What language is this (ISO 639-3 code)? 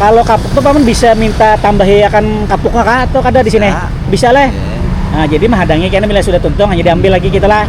bjn